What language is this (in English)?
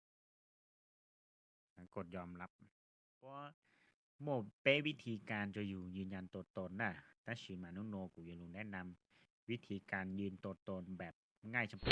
Hmong